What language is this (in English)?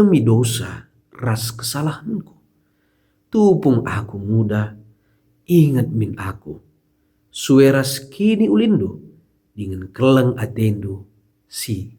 Batak Karo